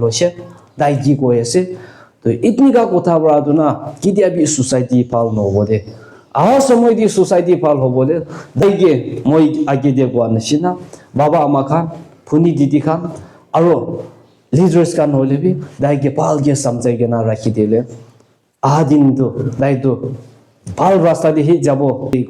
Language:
Naga Pidgin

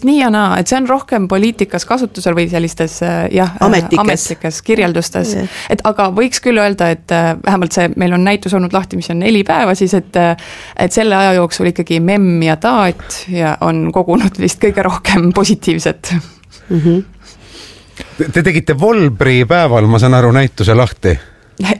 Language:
Estonian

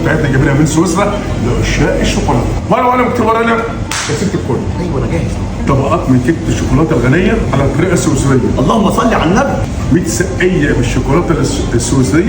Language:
Egyptian Arabic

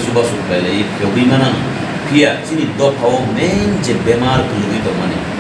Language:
Kok Borok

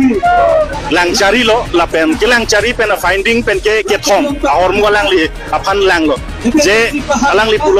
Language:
Karbi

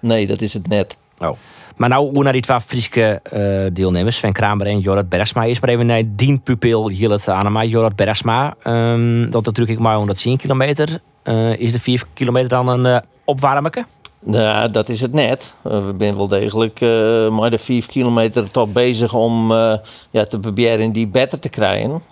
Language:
Western Frisian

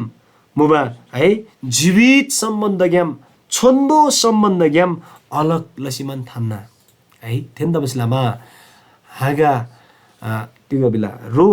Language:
Eastern Tamang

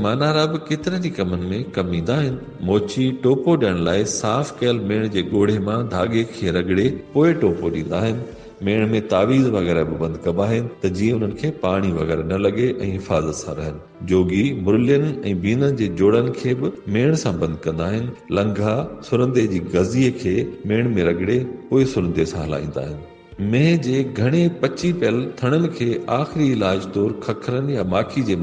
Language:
Sindhi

